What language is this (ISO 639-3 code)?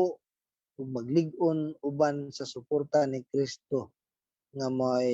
ceb